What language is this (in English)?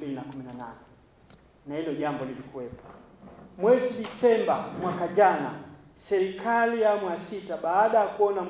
Swahili